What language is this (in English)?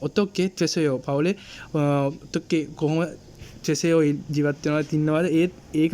Sinhala